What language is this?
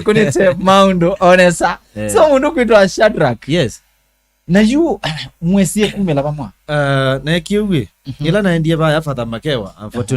Kamba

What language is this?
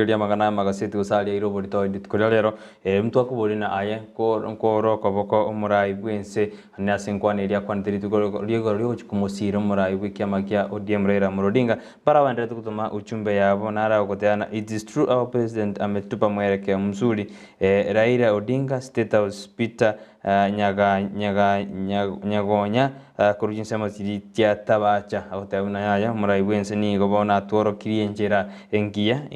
Gusii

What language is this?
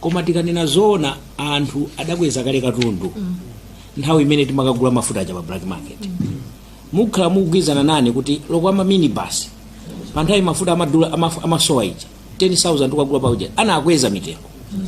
Nyanja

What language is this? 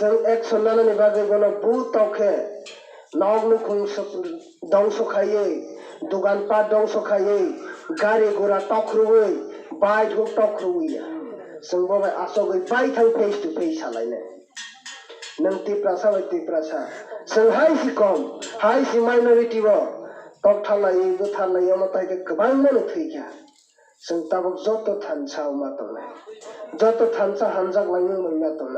Kok Borok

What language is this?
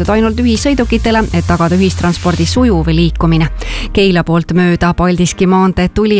Estonian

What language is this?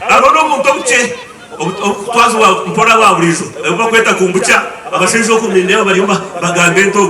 Nyankole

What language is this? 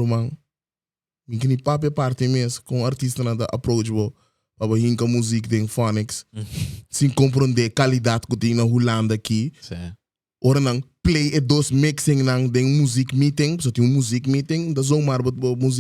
Papiamento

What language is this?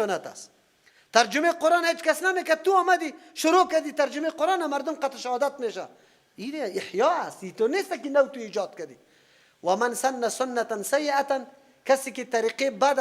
Persian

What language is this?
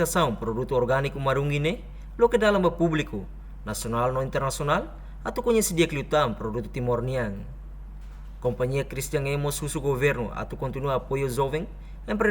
Tetum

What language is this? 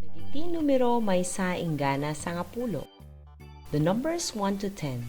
Iloko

